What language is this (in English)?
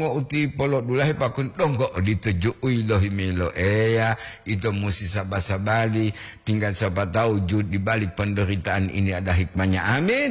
Gorontalo